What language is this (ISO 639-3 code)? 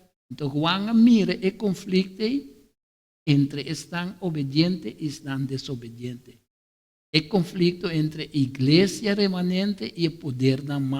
pap